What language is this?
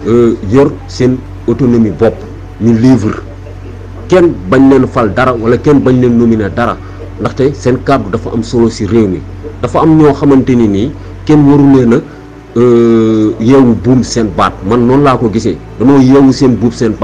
Wolof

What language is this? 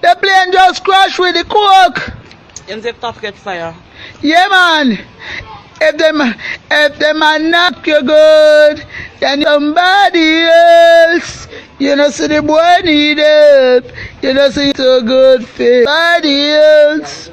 Jamaican Creole English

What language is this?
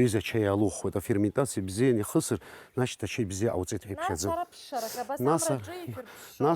Abkhazian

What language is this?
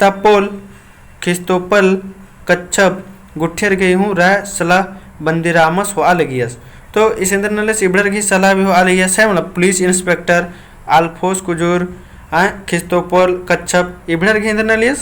Kurukh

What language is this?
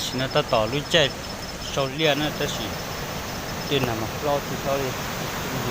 Hmong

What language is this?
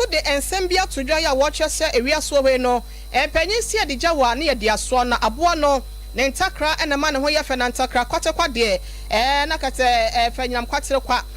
Akan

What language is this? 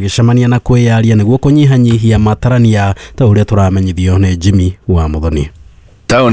Kikuyu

